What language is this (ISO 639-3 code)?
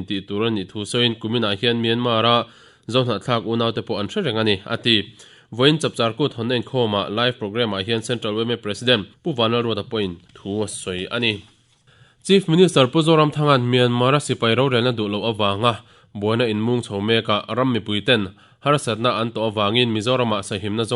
lus